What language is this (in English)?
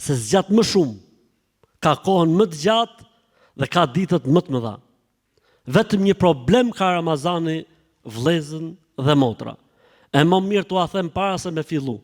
Albanian